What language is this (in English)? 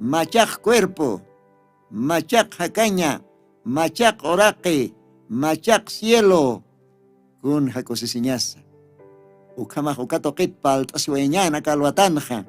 Aymara